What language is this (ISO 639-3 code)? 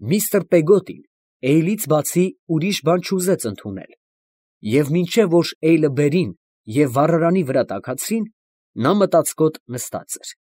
hye